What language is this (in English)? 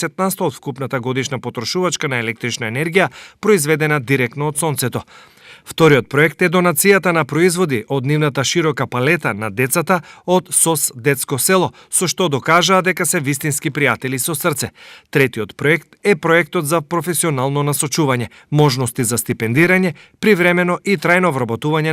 Macedonian